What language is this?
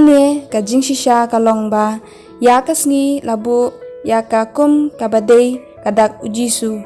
Khasi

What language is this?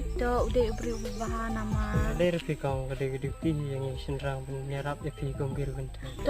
Khasi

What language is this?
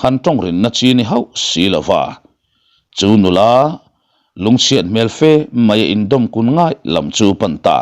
Mizo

